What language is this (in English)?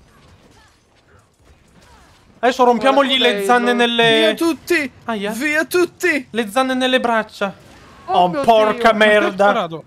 Italian